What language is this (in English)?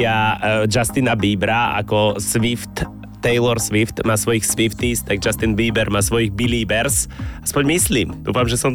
Slovak